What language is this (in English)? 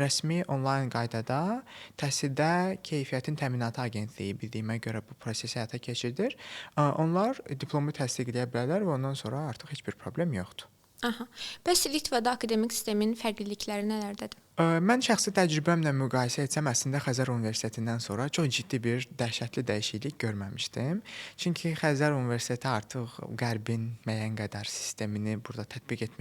Azerbaijani